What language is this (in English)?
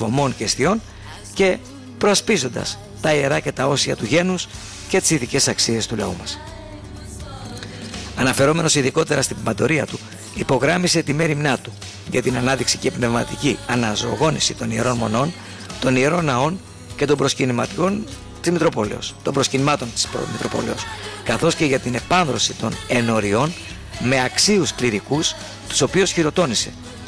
Greek